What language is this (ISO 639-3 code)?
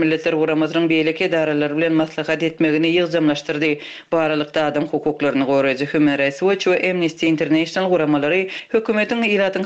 tuk